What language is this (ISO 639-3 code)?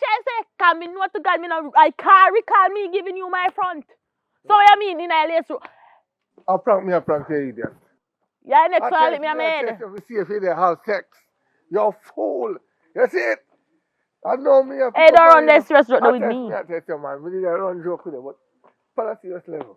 jam